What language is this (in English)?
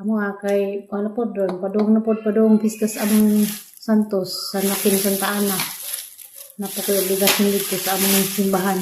Cebuano